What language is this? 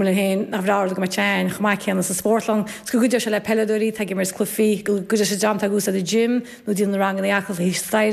Irish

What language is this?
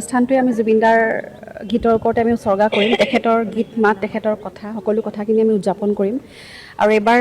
Assamese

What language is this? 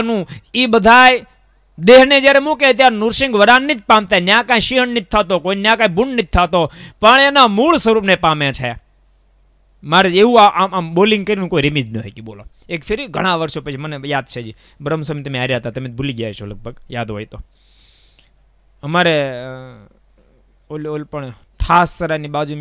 Gujarati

